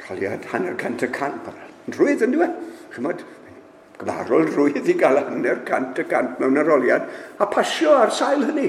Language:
Welsh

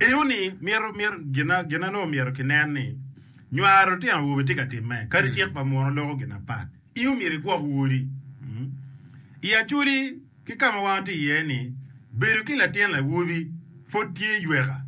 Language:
Acoli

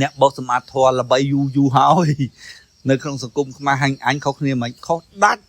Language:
Khmer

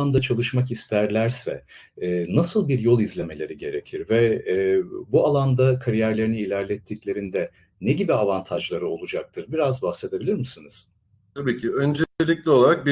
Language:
Turkish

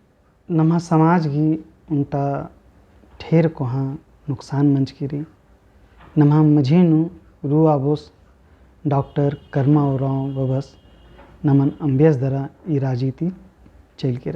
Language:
Kurukh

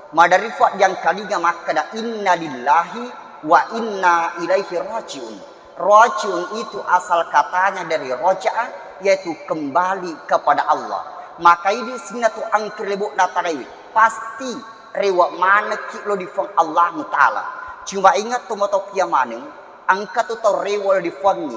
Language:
Buginese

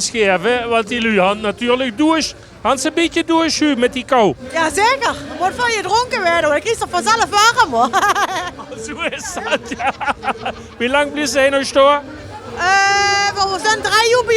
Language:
Limburgish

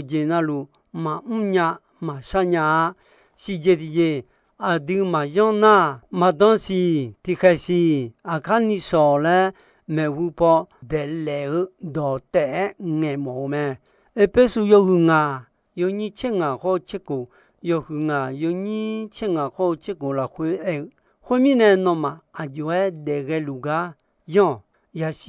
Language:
Akha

